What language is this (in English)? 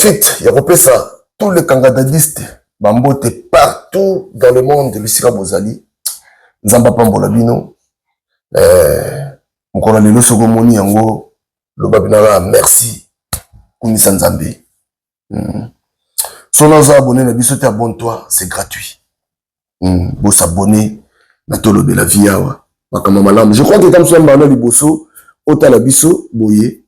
Lingala